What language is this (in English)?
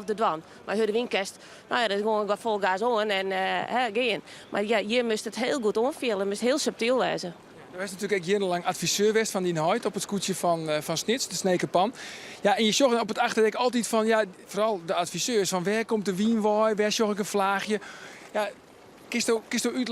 Western Frisian